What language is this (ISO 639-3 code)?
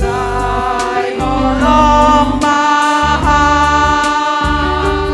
bts